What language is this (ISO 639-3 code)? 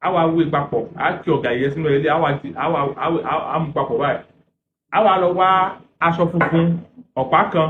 yor